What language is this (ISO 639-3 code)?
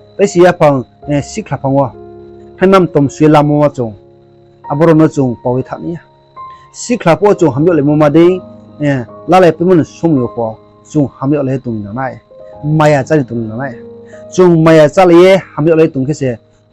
ria